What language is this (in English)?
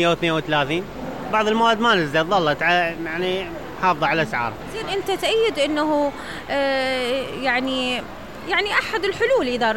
Mesopotamian Arabic